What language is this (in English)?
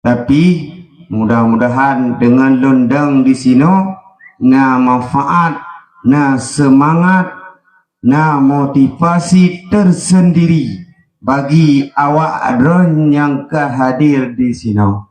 Achinese